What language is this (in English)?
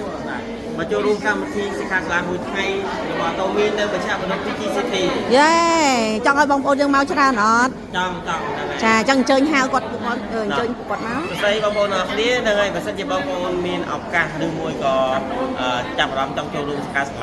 Khmer